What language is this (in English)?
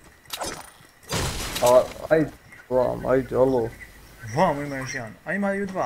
Croatian